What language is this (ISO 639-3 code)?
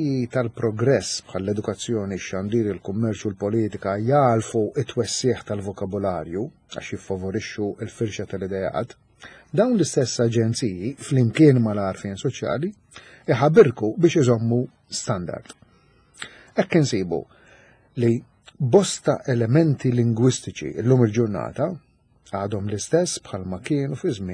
mlt